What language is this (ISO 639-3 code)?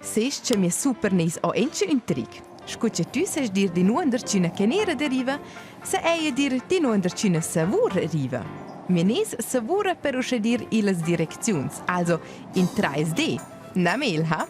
roh